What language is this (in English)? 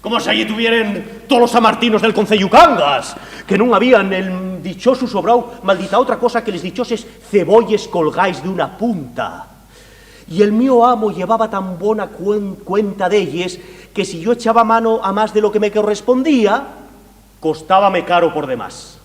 Asturian